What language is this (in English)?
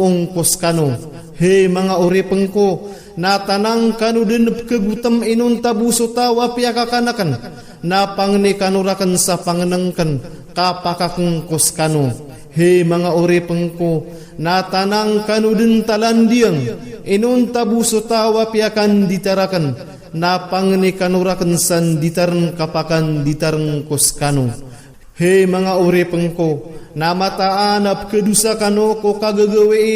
Maranao